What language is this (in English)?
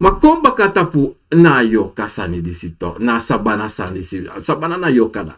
Sranan Tongo